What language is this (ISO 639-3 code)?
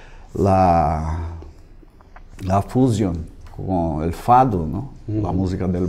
spa